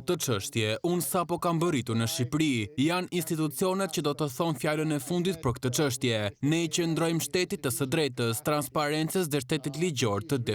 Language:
Albanian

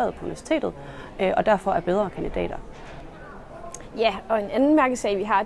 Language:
Danish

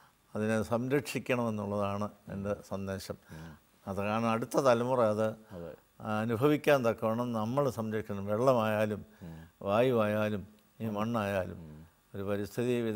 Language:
Malayalam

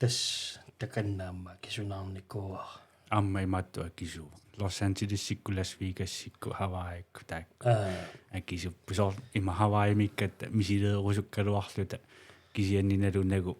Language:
Kalaallisut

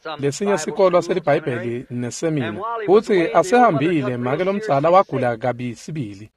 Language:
Swati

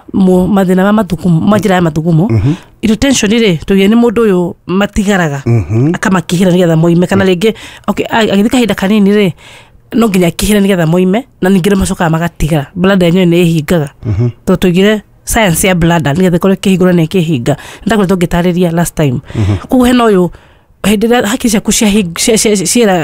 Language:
Kikuyu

